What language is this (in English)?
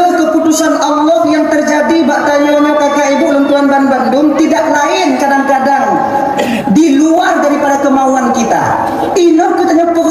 Achinese